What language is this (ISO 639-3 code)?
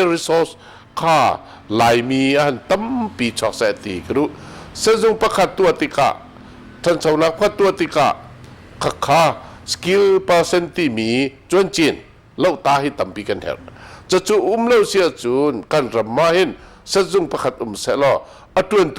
cnh